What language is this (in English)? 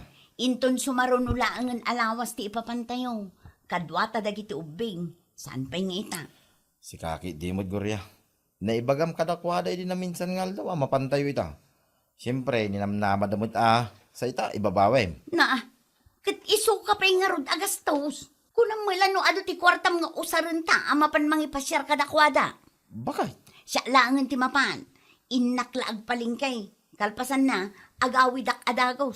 Iloko